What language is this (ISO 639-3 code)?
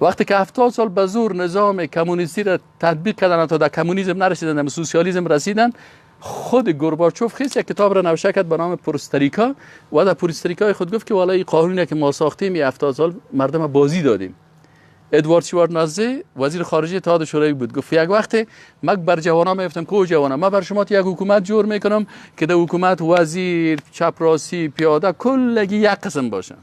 fas